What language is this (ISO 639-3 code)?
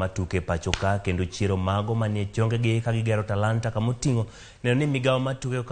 luo